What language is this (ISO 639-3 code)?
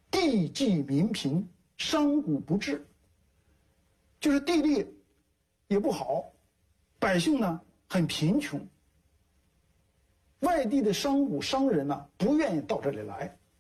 zho